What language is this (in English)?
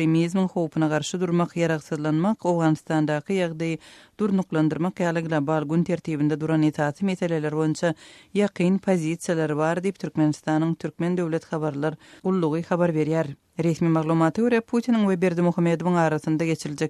Turkmen